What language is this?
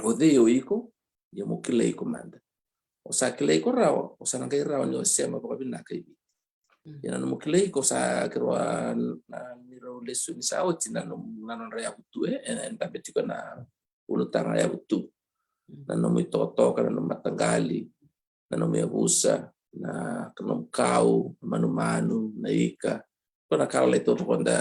Fijian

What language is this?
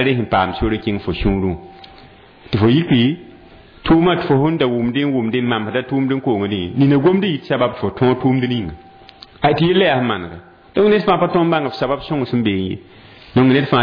Mossi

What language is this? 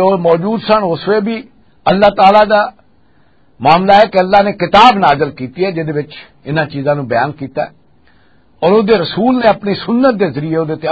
Western Panjabi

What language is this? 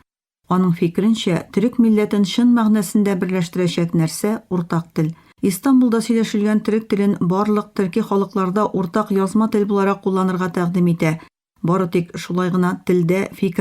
Tatar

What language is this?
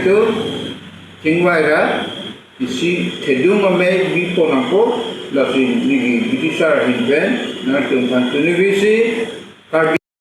Karbi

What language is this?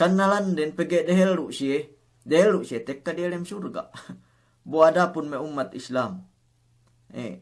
Yakan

